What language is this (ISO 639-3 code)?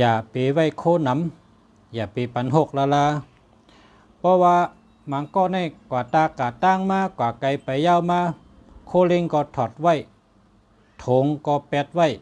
shn